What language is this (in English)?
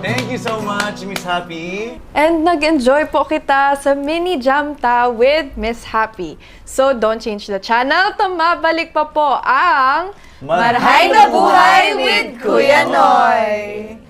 Bikol